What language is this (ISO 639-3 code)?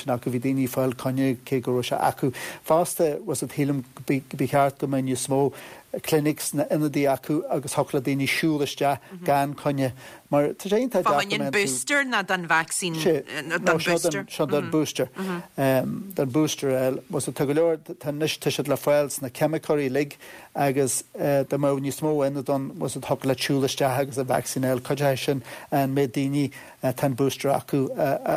gle